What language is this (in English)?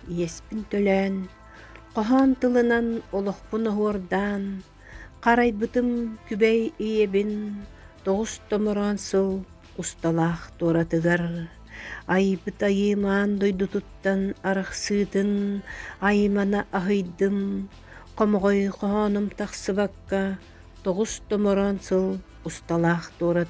Yakut